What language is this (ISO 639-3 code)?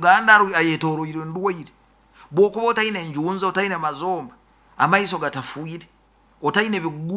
nyo